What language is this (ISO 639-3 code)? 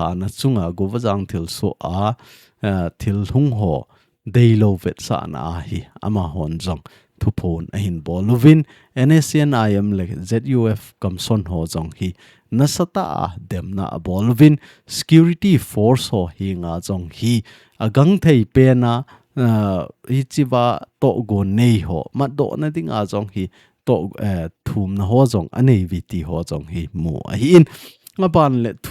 tcz